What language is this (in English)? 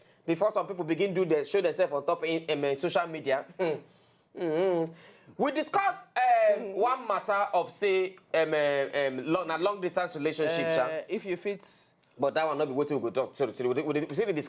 Nigerian Pidgin